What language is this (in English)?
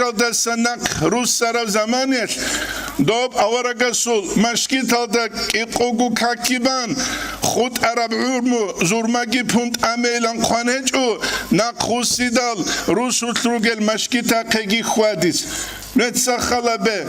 Avaric